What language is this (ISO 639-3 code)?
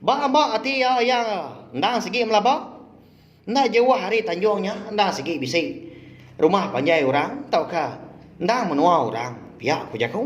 iba